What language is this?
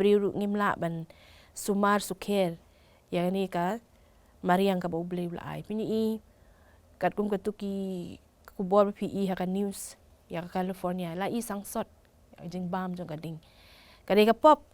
Khasi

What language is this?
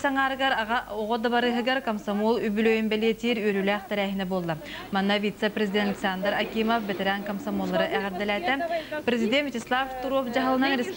Yakut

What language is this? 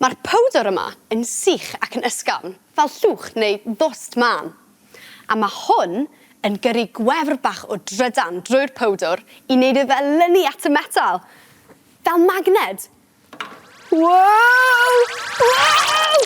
Welsh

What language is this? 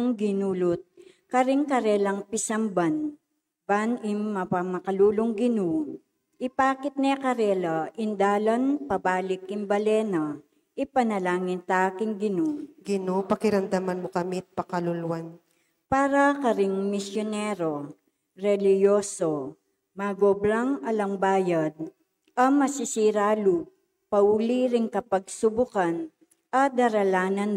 Pampanga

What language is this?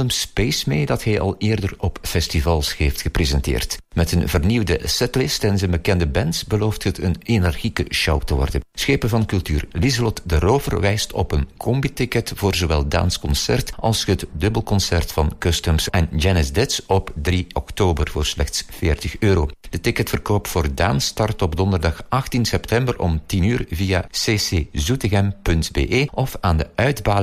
Dutch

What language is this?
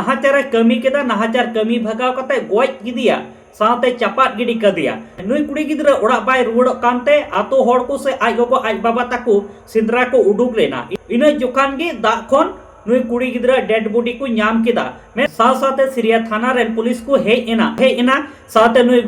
Santali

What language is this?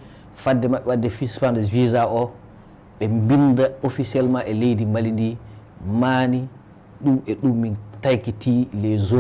Fula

